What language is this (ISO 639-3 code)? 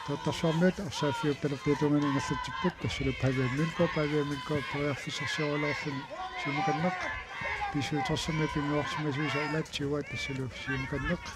kal